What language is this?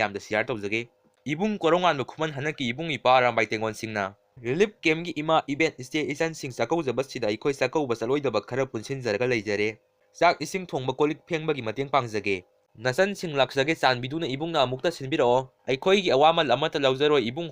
Manipuri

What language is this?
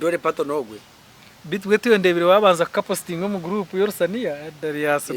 Nyankole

